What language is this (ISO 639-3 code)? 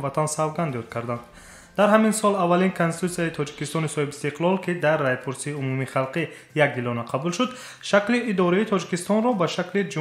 tgk